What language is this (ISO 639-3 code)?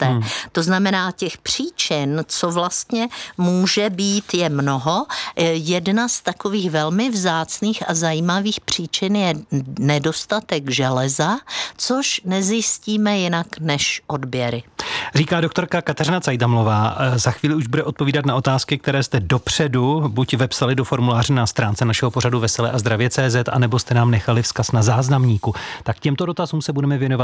ces